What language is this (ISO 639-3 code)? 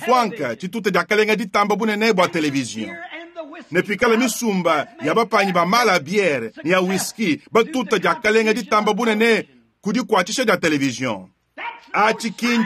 lua